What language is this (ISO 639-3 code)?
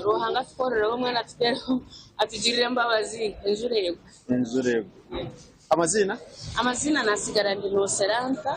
nyn